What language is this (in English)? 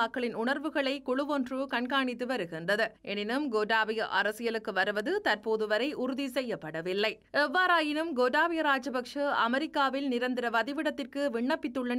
Tamil